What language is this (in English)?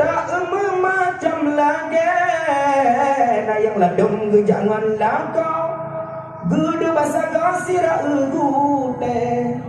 Achinese